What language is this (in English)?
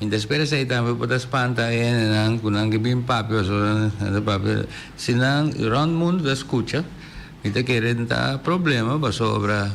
Papiamento